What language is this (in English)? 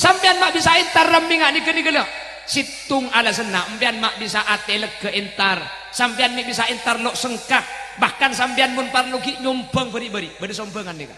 Madurese